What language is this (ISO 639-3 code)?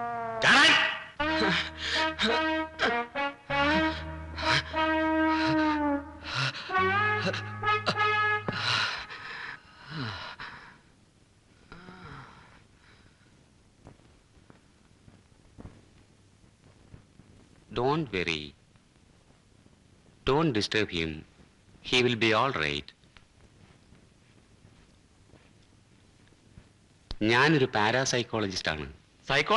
mal